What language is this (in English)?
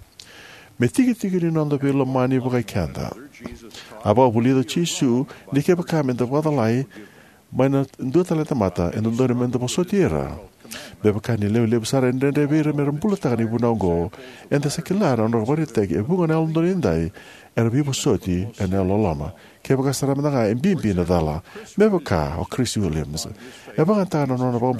Fijian